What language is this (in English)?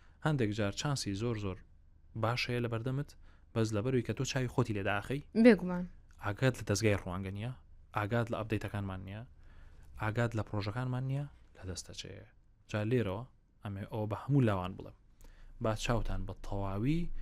Central Kurdish